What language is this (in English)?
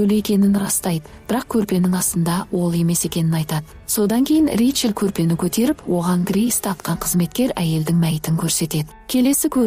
Kazakh